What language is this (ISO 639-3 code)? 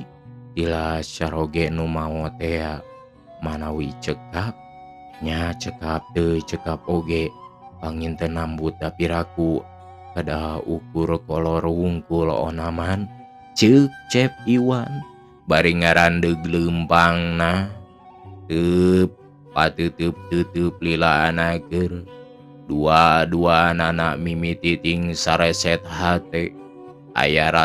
sun